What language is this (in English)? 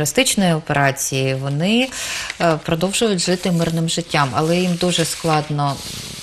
Ukrainian